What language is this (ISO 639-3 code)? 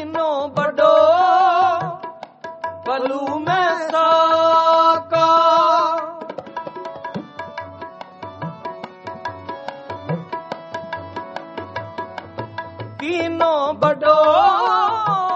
pan